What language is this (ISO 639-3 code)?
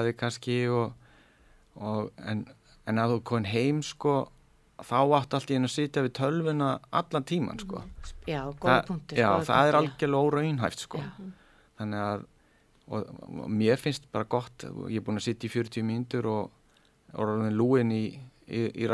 isl